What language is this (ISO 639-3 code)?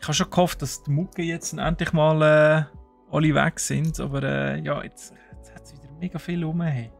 gsw